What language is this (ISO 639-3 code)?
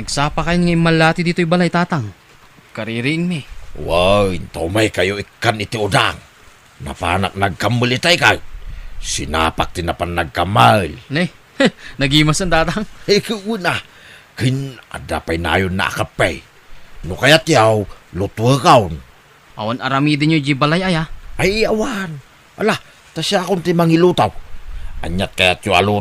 ilo